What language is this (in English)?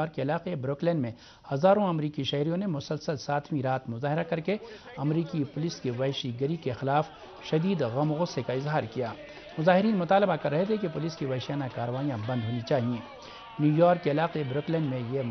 Urdu